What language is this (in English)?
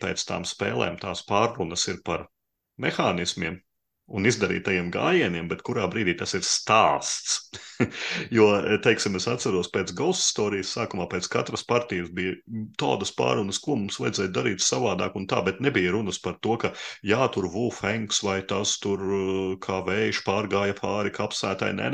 Latvian